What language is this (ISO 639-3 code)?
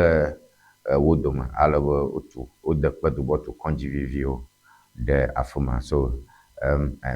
ewe